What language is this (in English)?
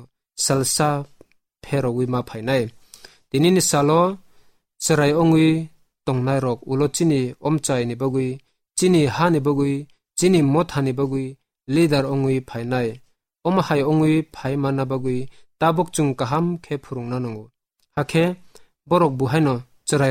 Kok Borok